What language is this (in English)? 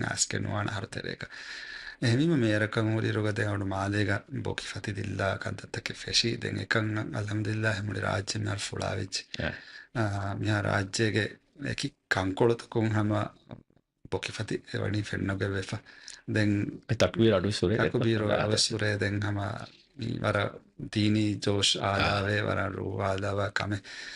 Divehi